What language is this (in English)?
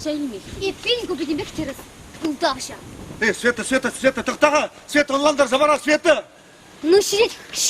Chuvash